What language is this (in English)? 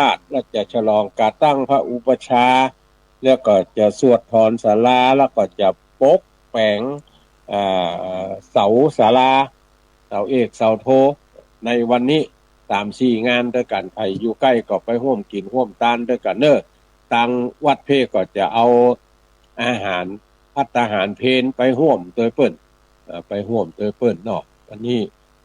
Northern Thai